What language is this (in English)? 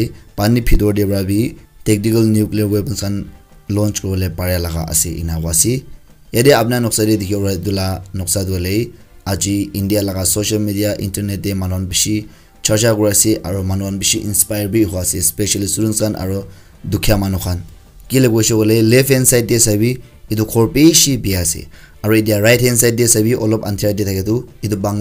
Naga Pidgin